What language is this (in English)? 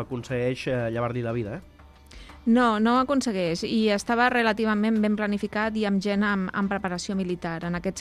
Catalan